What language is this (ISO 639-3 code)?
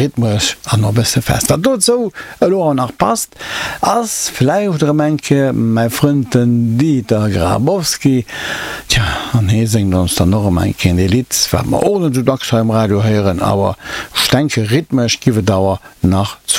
ltz